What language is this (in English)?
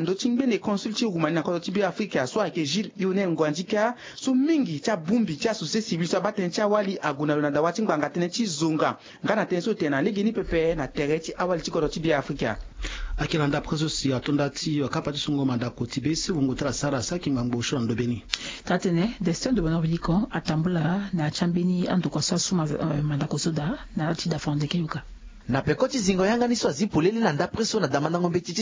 Sango